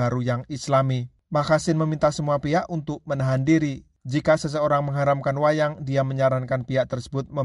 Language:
Indonesian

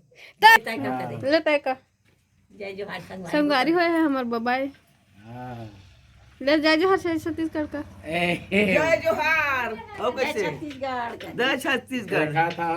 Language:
Chhattisgarhi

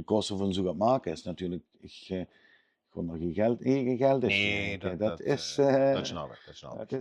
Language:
Limburgish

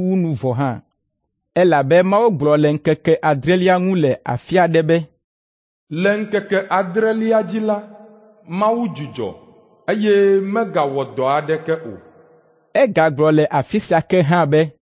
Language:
Ewe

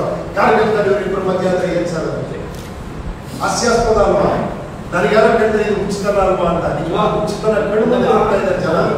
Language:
Kannada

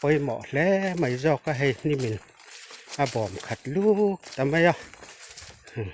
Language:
Mizo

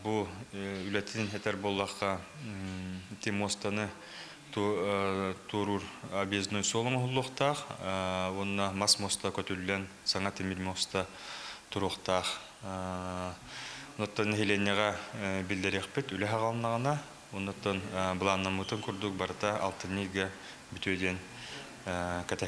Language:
Yakut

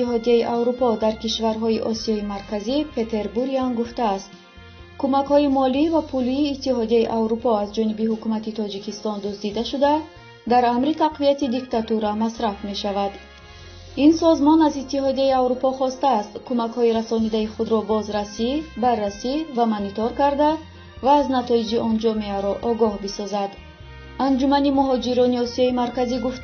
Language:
Tajik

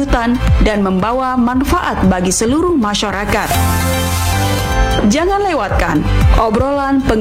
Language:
Indonesian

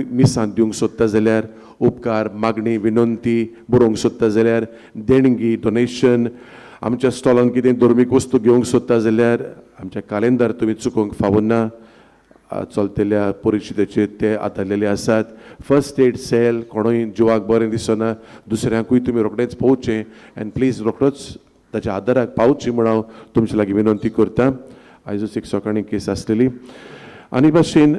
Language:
Konkani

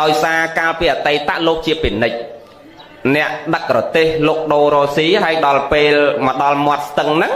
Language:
Khmer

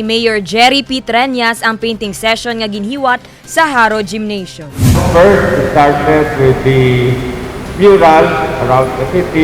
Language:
Hiligaynon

